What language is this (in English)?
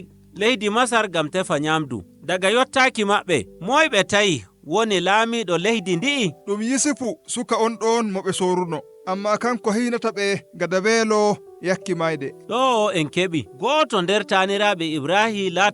Nigerian Fulfulde